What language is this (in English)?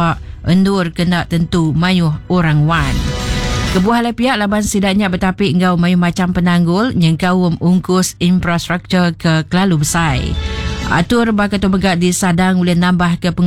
Iban